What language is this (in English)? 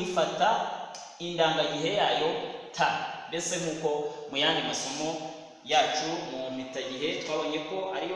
Kinyarwanda